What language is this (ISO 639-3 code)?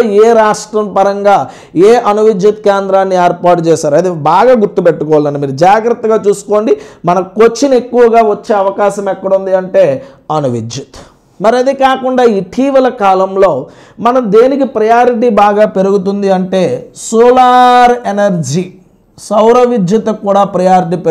tel